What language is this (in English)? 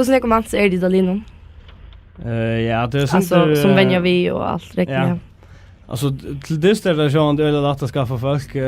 Faroese